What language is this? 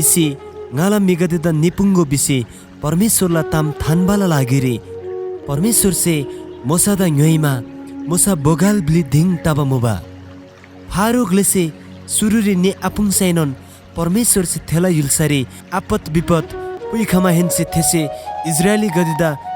Eastern Tamang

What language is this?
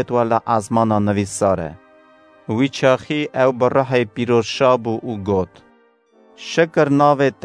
Kurdish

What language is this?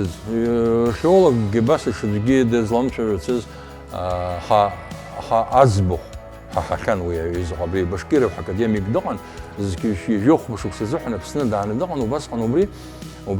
Abkhazian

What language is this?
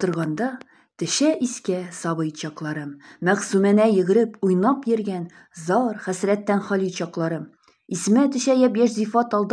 Tatar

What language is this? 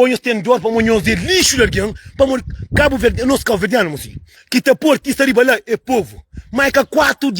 Kabuverdianu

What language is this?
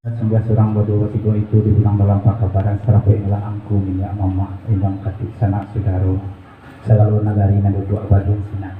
Minangkabau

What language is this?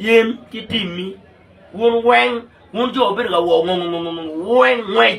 Acoli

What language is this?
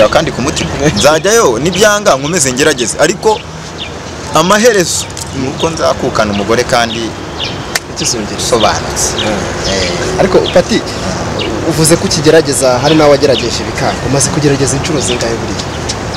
Kinyarwanda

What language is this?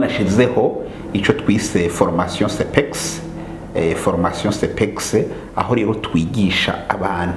Rundi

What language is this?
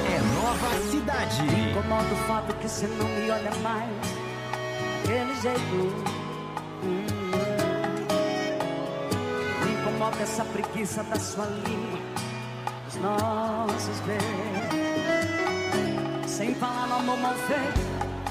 Portuguese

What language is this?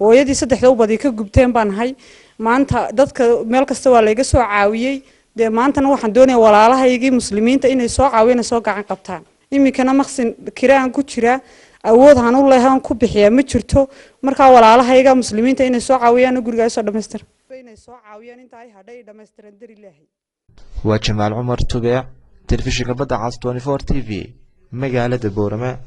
Somali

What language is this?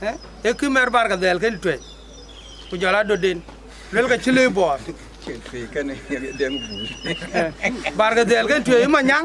Dinka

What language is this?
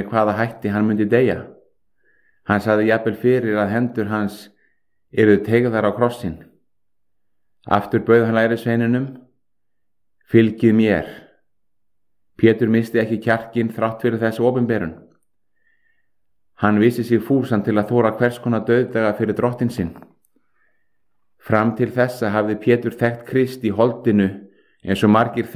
Icelandic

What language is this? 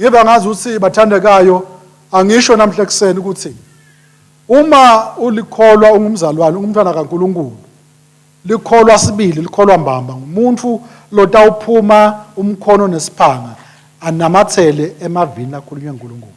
Swati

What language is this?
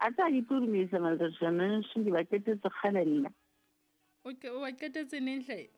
Southern Sotho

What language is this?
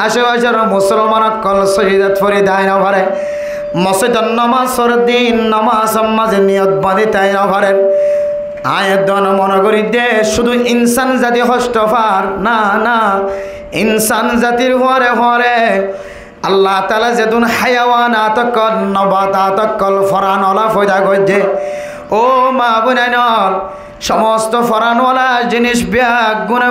Rohingya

